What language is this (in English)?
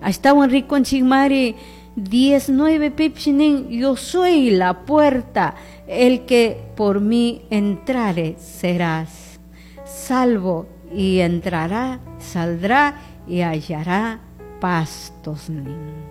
Chimborazo Highland Quichua